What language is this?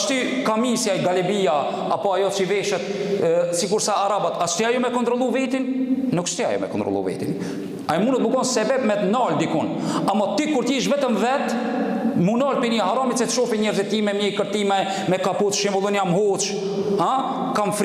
Albanian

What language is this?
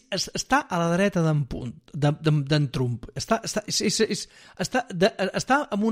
Catalan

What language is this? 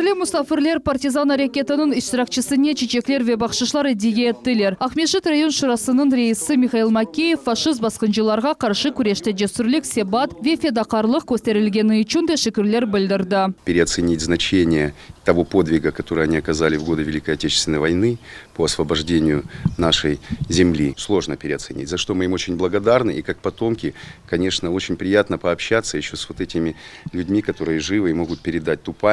Crimean Tatar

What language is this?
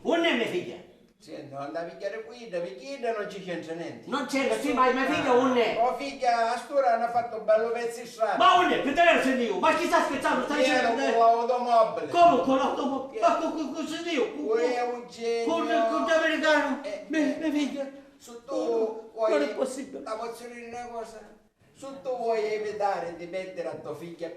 Sicilian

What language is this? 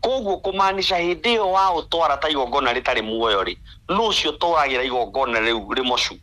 Kikuyu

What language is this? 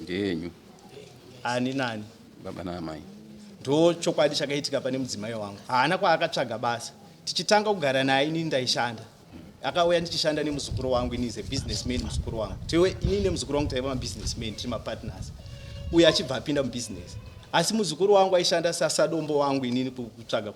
Shona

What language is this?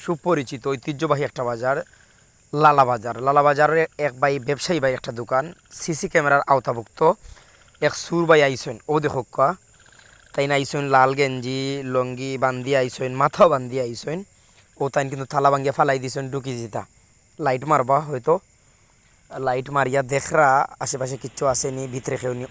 Sylheti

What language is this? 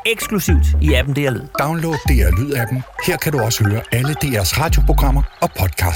Danish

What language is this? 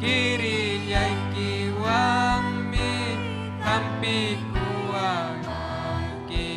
Ayacucho Quechua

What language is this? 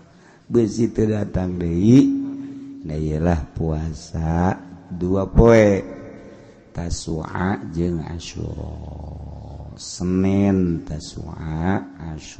Sundanese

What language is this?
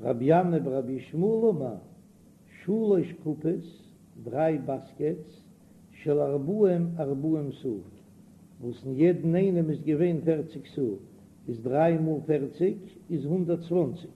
Yiddish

